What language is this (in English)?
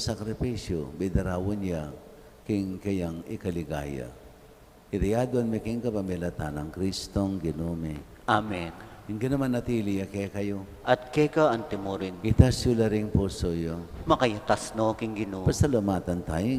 Pampanga